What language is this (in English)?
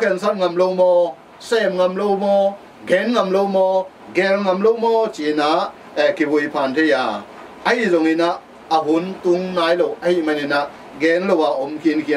Tedim Chin